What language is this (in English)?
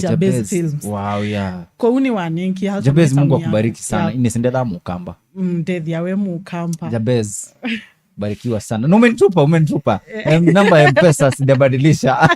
Kamba